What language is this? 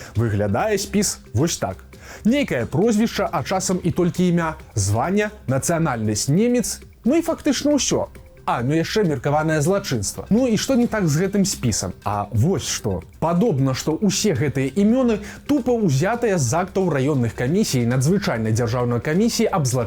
Belarusian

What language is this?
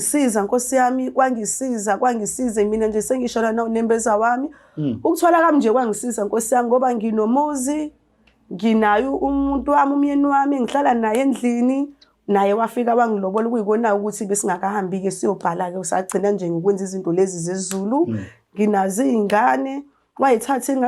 Zulu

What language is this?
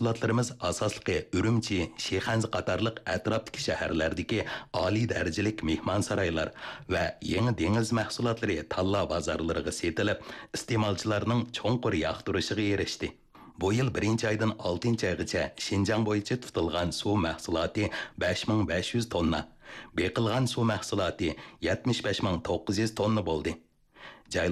Uyghur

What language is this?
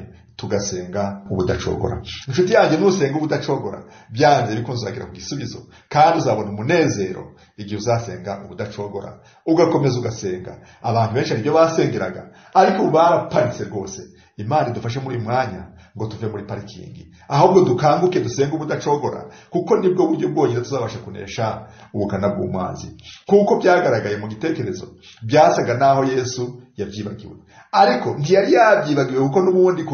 Kinyarwanda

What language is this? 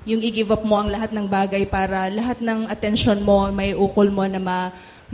Filipino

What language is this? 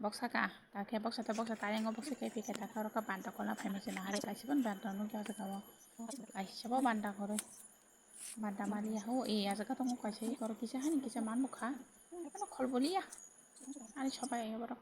Kok Borok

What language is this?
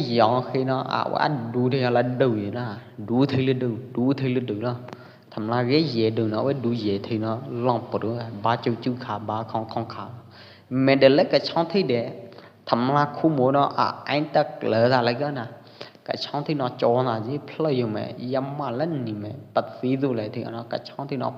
Pwo Eastern Karen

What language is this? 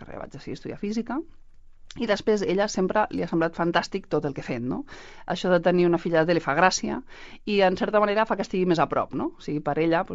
Catalan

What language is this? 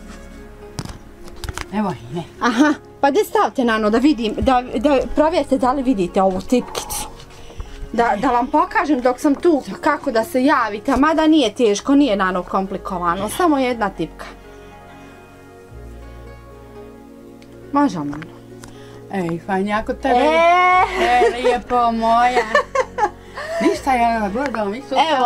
Bosnian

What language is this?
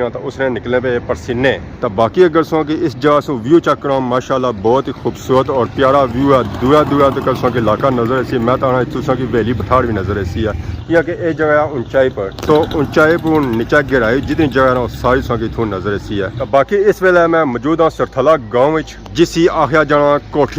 Pahari-Potwari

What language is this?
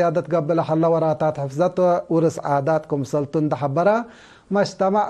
Tigre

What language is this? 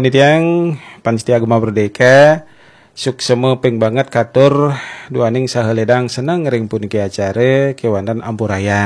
Balinese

